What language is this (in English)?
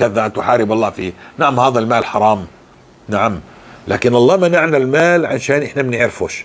North Levantine Arabic